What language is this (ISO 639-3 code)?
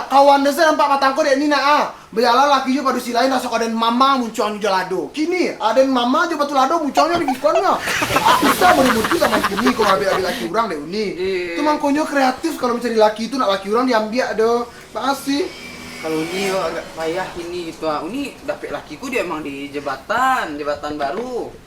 min